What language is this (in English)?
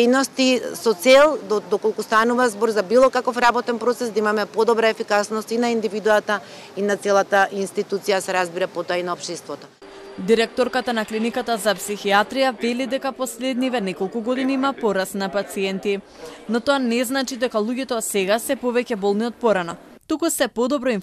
Macedonian